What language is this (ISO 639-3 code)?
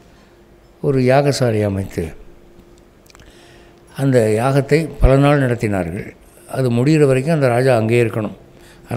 tam